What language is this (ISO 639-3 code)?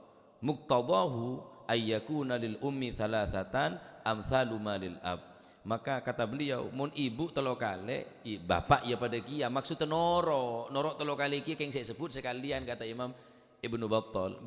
mad